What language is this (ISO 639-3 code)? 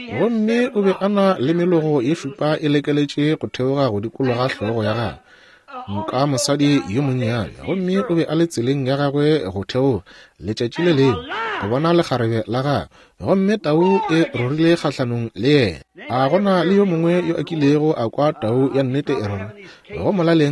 nso